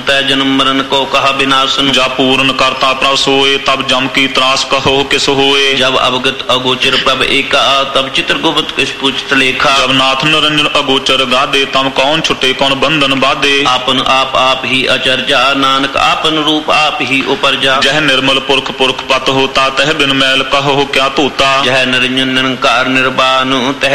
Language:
Punjabi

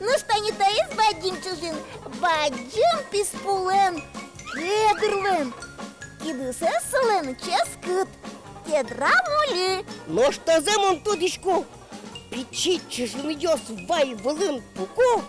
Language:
Udmurt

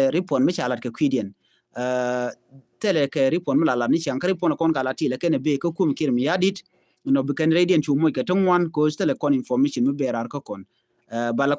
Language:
Nuer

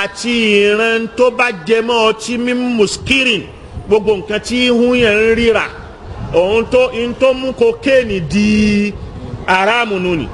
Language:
Yoruba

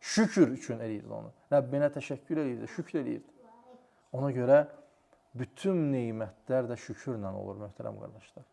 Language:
Azerbaijani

